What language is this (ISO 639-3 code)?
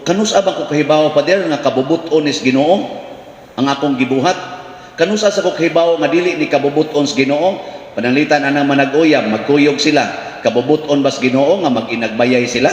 ceb